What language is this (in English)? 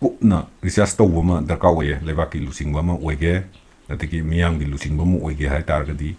Manipuri